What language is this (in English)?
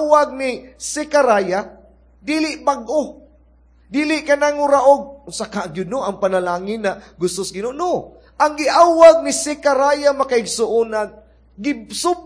Cebuano